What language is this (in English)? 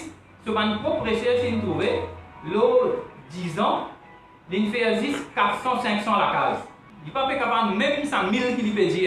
Morisyen